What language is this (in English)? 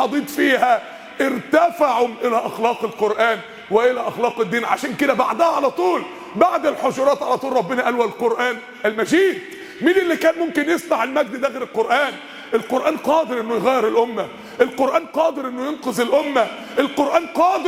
Egyptian Arabic